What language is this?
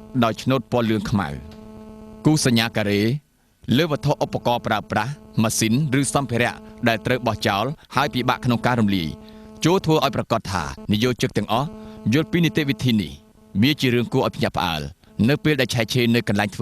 Khmer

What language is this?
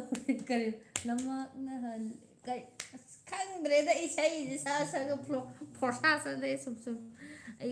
Manipuri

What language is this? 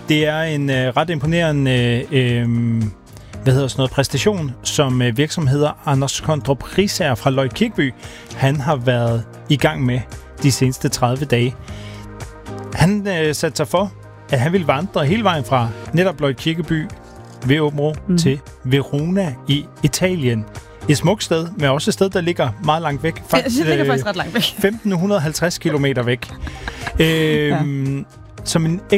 Danish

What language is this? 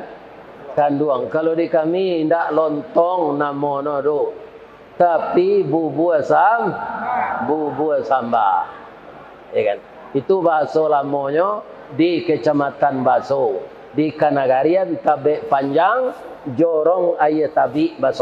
Minangkabau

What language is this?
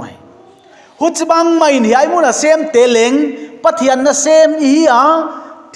Paite Chin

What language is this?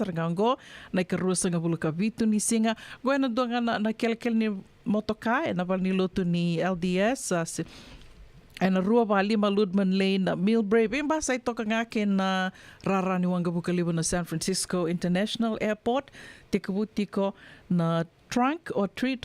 Fijian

